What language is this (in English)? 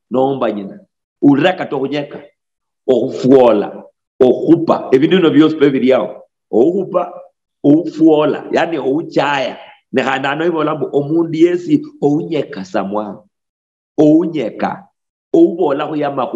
Luyia